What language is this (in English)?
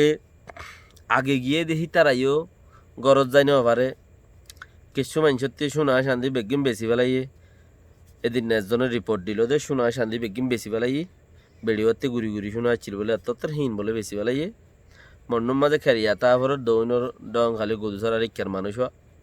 Rohingya